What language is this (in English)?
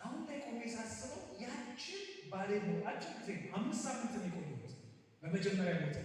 Amharic